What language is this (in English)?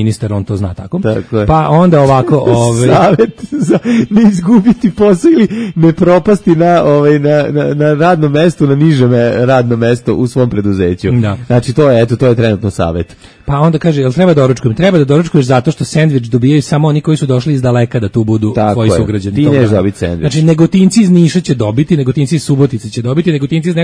Serbian